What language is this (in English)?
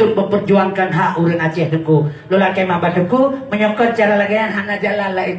Achinese